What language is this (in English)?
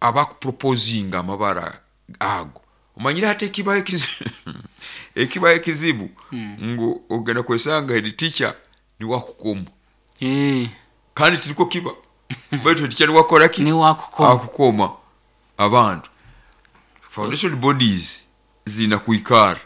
Nyoro